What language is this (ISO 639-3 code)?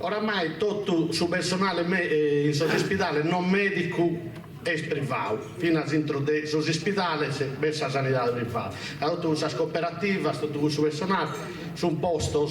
srd